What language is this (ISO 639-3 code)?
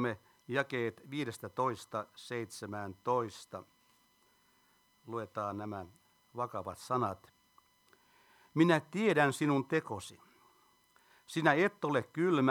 fin